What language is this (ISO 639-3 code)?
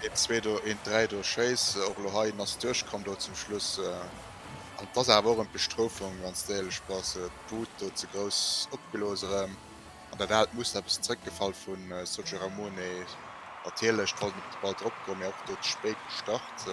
ltz